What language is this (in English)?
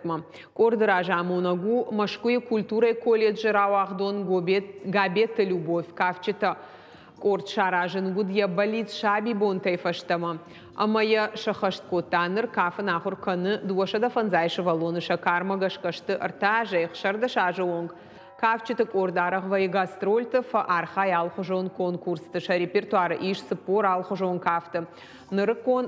Ossetic